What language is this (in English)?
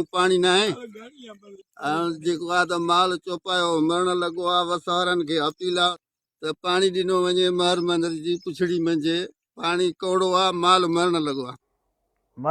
Sindhi